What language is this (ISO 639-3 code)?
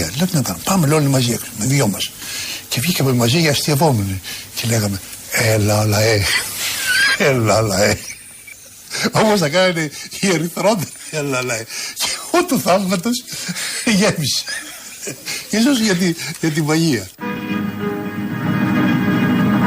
ell